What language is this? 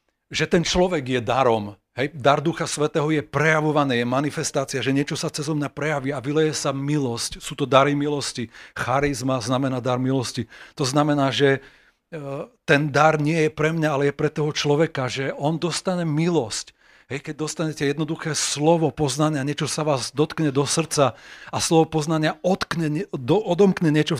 Slovak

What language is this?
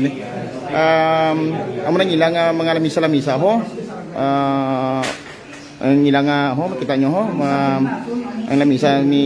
Hiligaynon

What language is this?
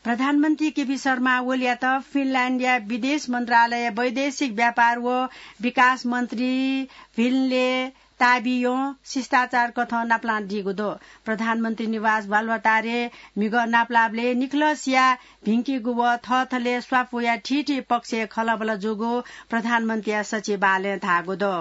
Newari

